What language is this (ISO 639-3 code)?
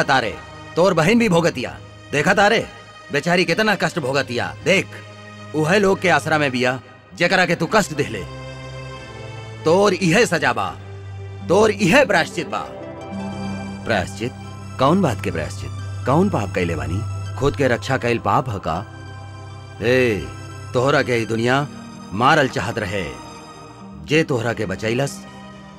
bho